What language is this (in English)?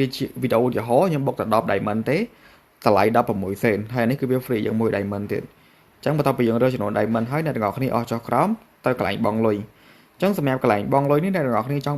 Khmer